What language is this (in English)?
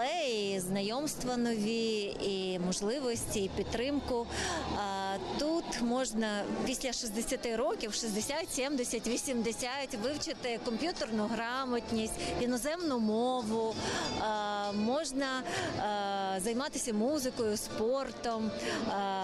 Ukrainian